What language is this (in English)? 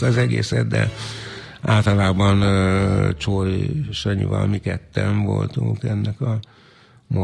Hungarian